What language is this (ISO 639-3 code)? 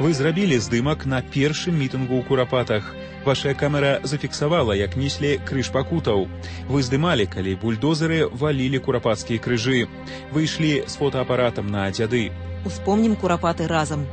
bel